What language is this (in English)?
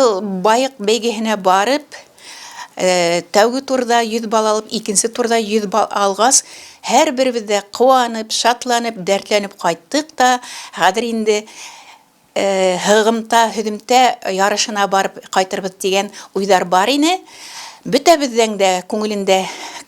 Bashkir